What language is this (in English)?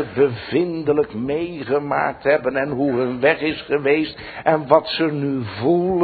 Dutch